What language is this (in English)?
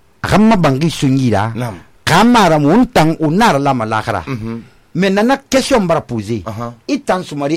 Susu